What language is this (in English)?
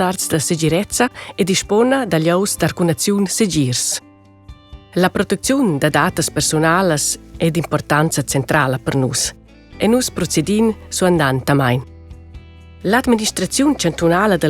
Romansh